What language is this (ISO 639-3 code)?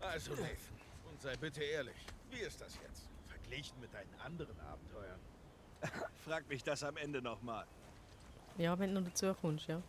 gsw